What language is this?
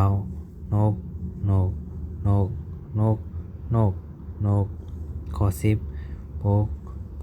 Shan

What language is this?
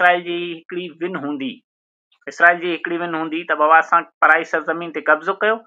Sindhi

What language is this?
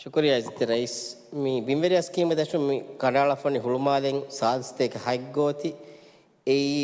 Divehi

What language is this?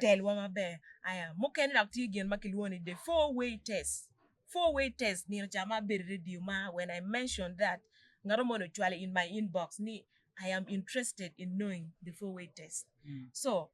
Acoli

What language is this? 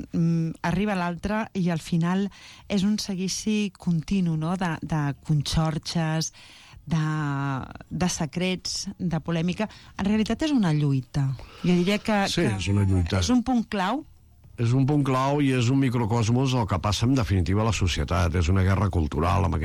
Catalan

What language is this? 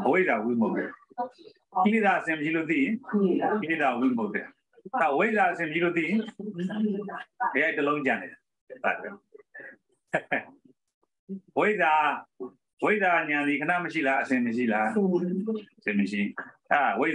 Burmese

